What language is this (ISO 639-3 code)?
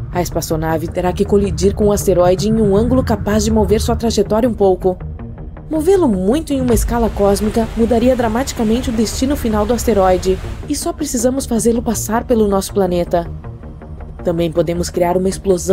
por